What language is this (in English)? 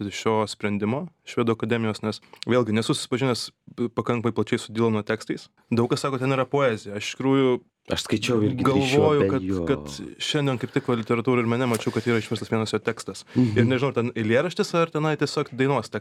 Lithuanian